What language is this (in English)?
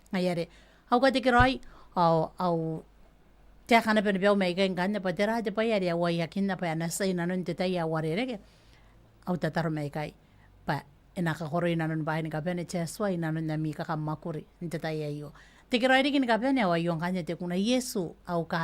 Gilbertese